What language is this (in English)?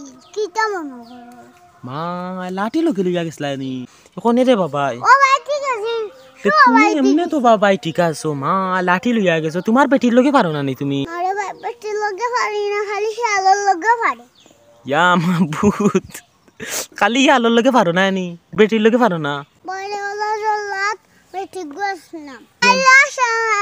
Sylheti